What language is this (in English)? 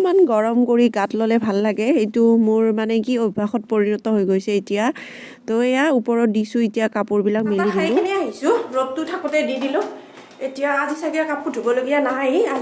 Assamese